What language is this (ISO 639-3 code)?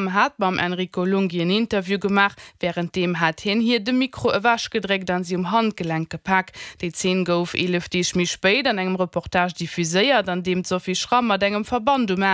ltz